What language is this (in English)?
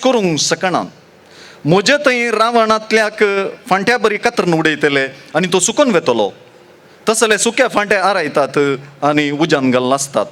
Konkani